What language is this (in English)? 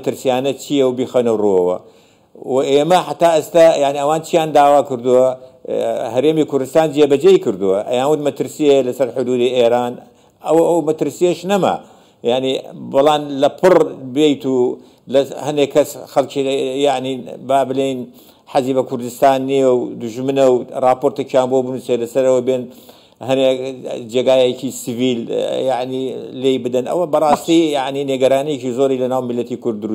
Central Kurdish